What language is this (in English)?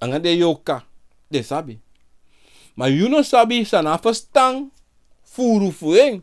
Sranan Tongo